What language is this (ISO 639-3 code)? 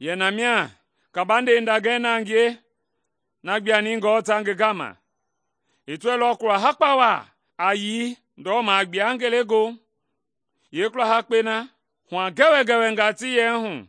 men